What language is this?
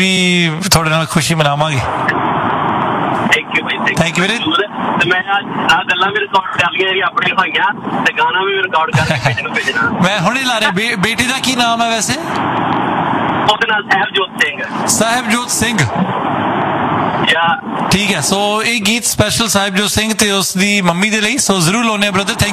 Punjabi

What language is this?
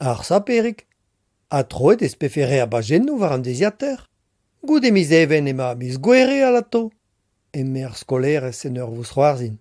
Breton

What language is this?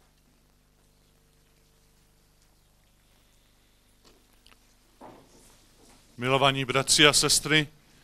Czech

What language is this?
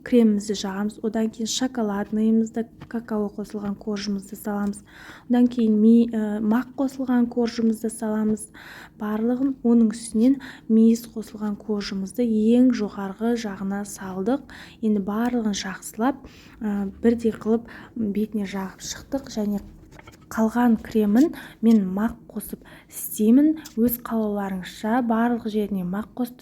Kazakh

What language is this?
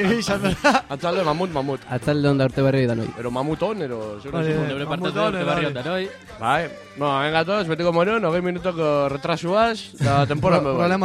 Basque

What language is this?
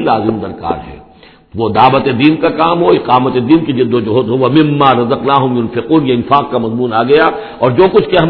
Urdu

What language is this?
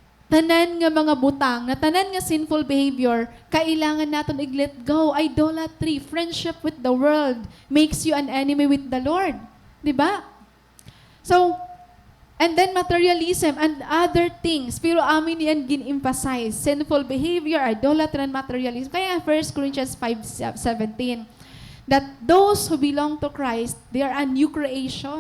Waray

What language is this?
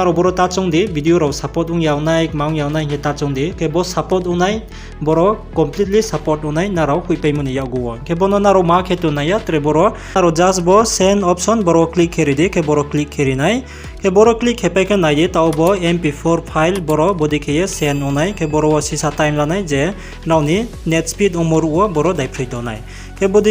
Riang (India)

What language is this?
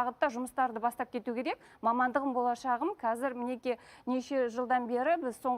Kazakh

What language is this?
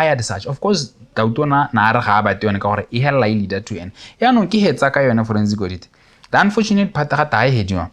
Tswana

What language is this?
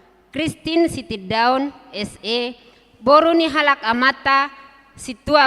Batak Toba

